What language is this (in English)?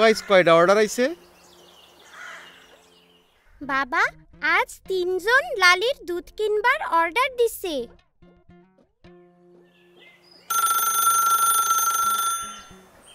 Bangla